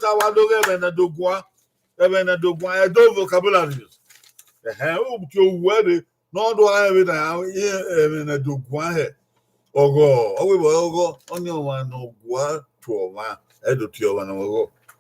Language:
Bini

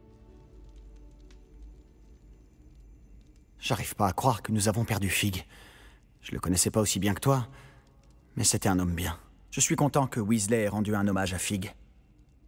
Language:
French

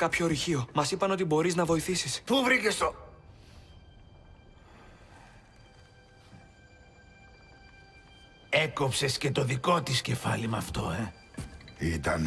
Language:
Greek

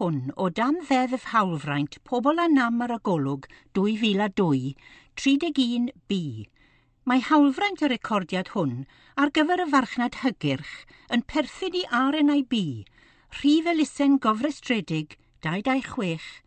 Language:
Welsh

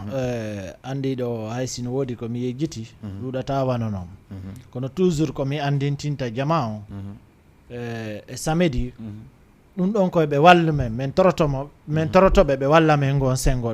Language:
Fula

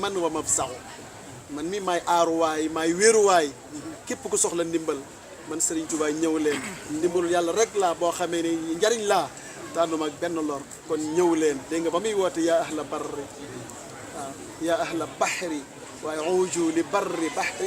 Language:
Wolof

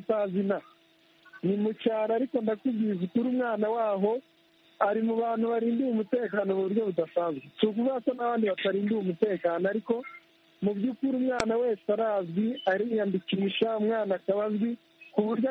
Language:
Kinyarwanda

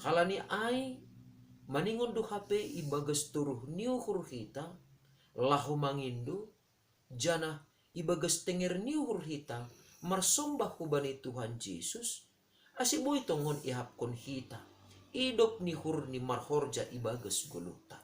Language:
Batak Simalungun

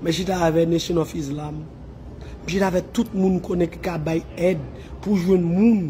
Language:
Haitian Creole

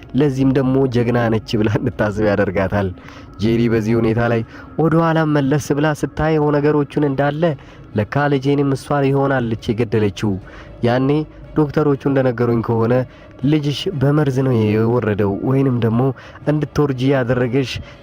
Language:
Amharic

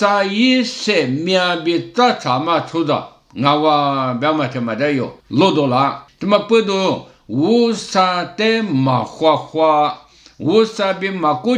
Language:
Lisu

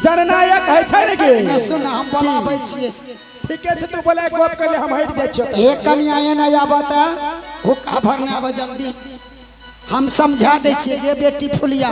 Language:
Angika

